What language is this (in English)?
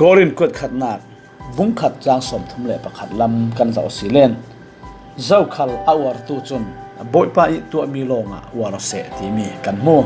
Falam Chin